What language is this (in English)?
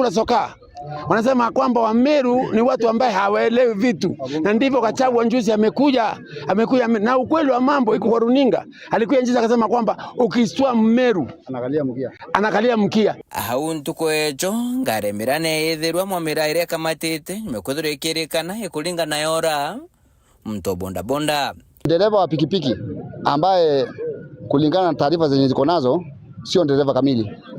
Meru